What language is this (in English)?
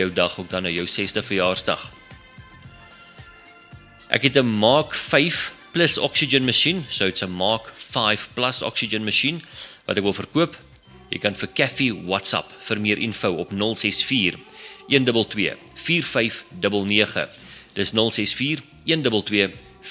Afrikaans